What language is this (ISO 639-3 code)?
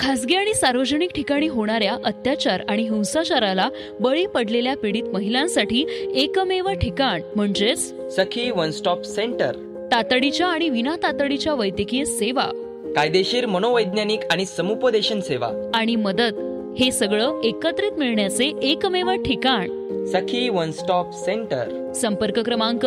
mar